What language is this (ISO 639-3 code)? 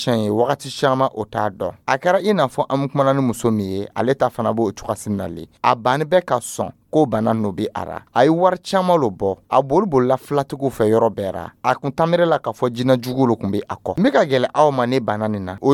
dyu